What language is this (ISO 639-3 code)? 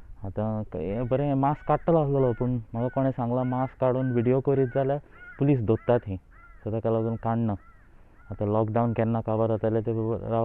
kok